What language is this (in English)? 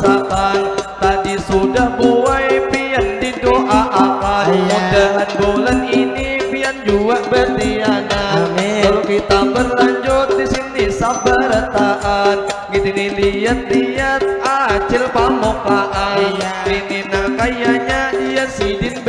Banjar